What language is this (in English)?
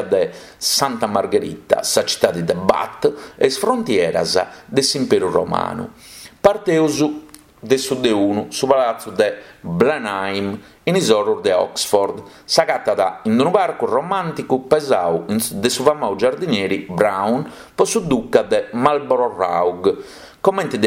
Sardinian